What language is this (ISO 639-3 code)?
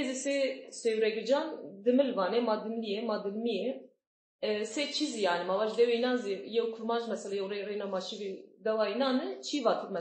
zza